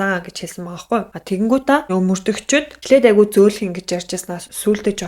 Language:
Mongolian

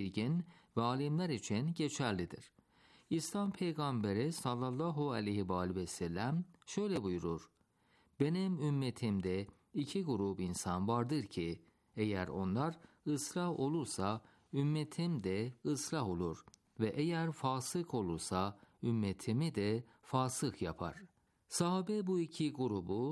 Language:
Turkish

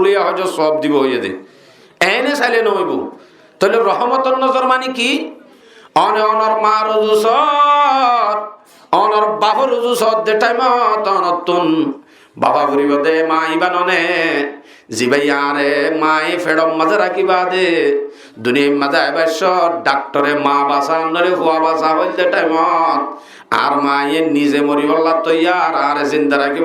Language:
Rohingya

